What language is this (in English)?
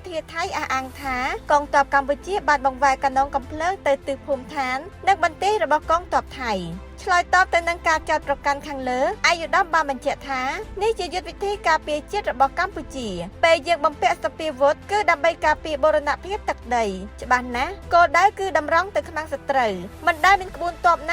Khmer